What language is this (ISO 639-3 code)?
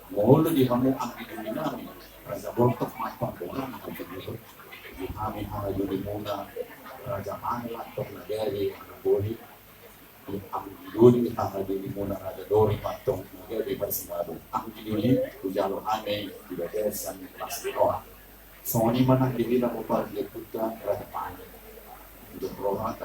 bbc